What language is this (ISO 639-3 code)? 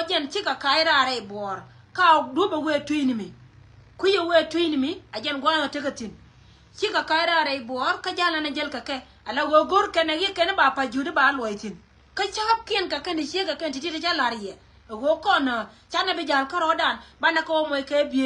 nus